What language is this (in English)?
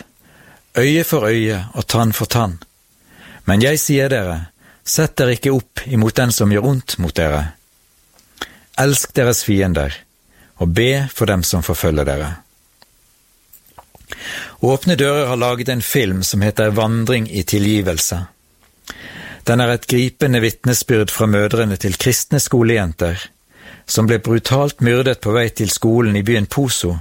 Norwegian